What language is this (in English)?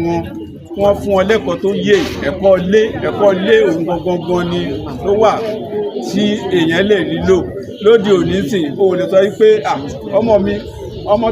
Yoruba